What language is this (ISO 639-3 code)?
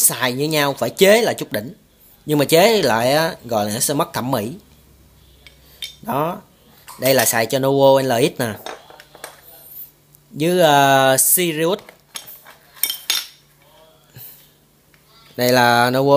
vie